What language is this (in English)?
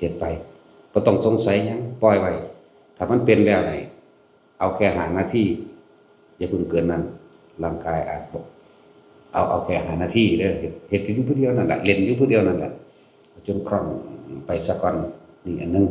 Lao